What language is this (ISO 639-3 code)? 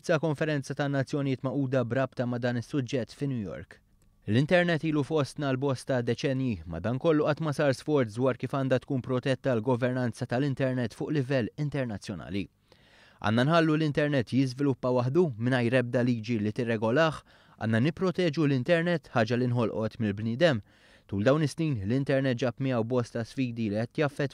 mlt